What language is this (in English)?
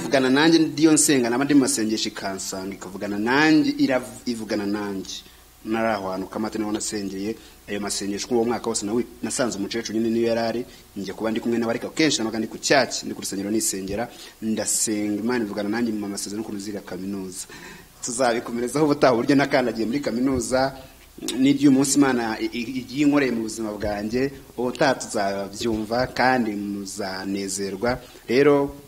Kinyarwanda